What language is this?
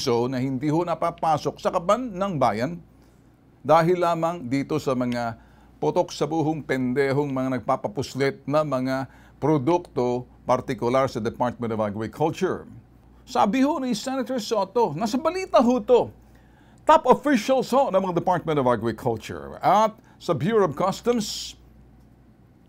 Filipino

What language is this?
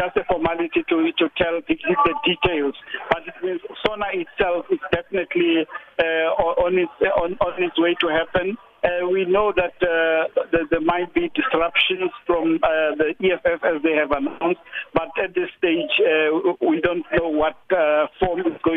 English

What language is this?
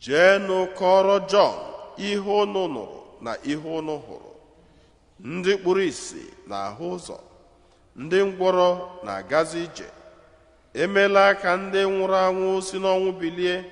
Igbo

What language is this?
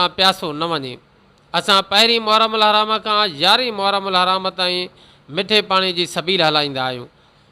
Sindhi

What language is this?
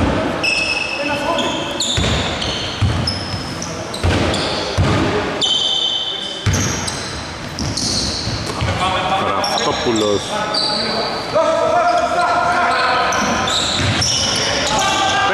Greek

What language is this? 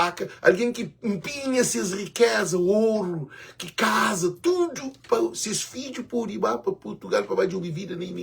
Kabuverdianu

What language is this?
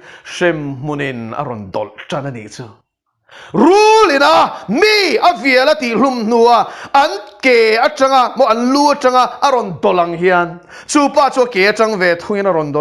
Mizo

